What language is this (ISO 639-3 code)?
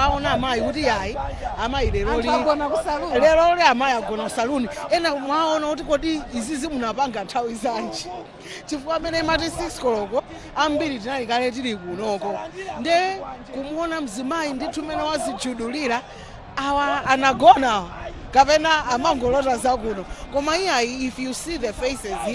nya